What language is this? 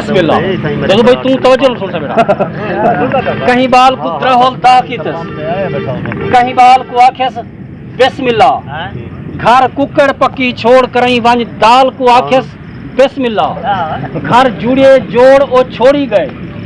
Saraiki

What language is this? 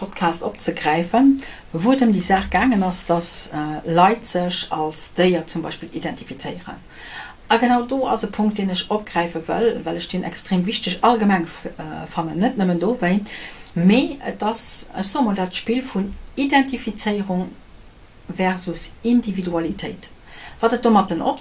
Luxembourgish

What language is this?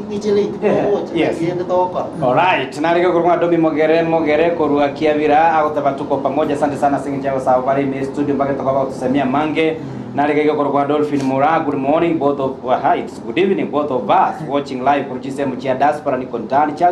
Gusii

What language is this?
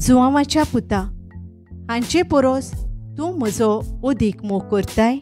Konkani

